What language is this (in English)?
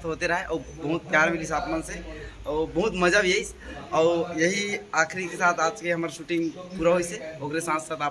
Chhattisgarhi